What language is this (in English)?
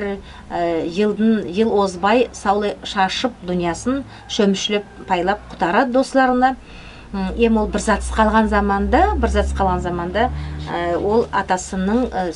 Nogai